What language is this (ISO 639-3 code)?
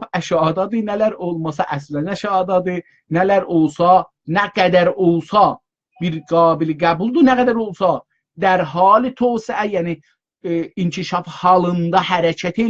azb